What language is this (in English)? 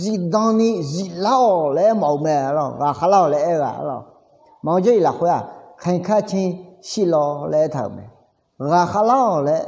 Akha